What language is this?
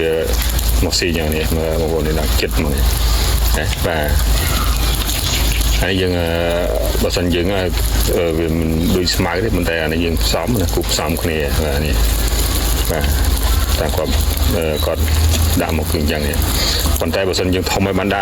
Khmer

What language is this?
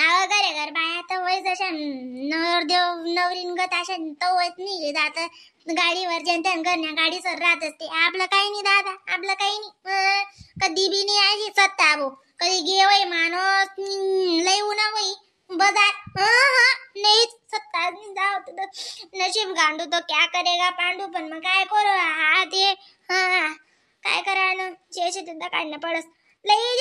Khandesi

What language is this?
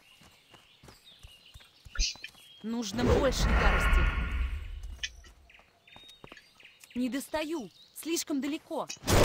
Russian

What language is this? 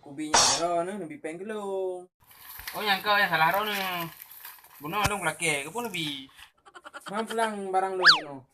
Achinese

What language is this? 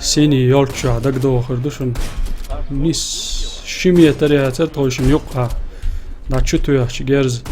Chechen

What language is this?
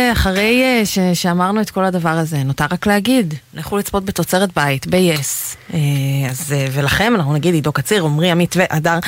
Hebrew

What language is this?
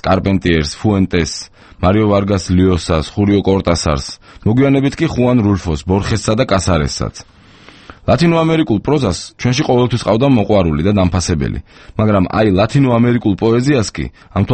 Georgian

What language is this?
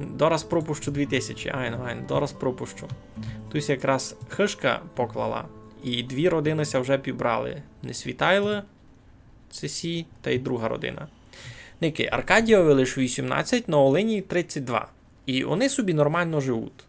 Rusyn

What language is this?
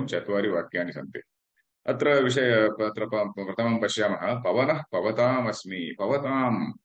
Sanskrit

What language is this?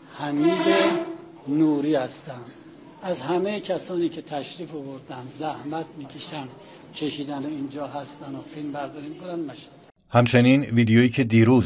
Persian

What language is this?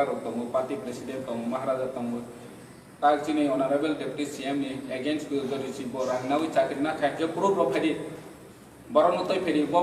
Kok Borok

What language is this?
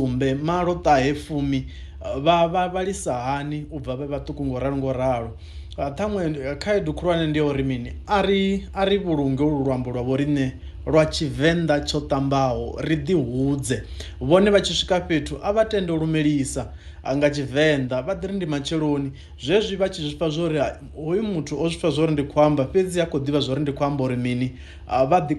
Venda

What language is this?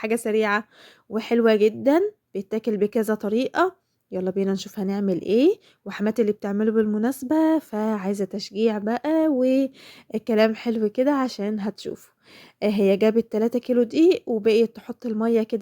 Egyptian Arabic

